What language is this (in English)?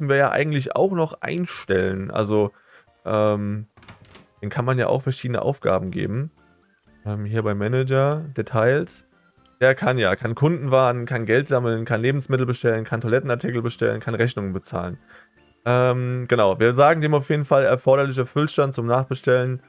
German